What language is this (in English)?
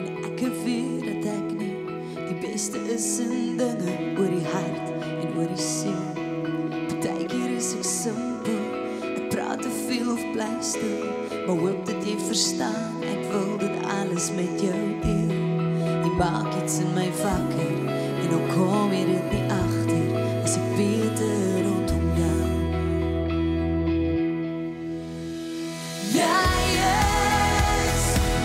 Afrikaans